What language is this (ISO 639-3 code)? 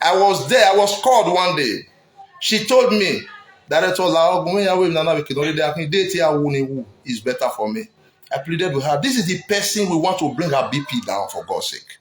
pcm